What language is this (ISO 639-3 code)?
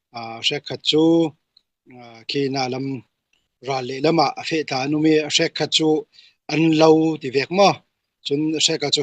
cfm